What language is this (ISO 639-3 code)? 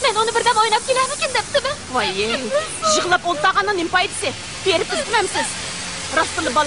uig